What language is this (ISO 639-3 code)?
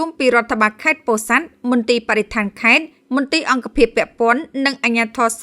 khm